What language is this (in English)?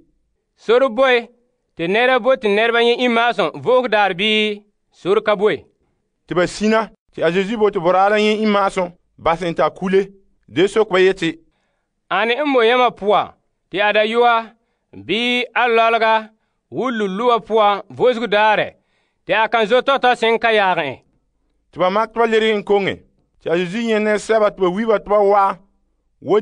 Frafra